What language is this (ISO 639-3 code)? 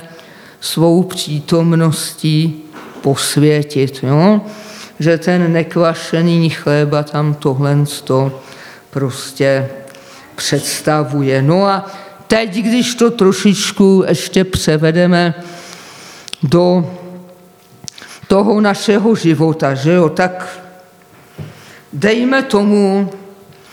ces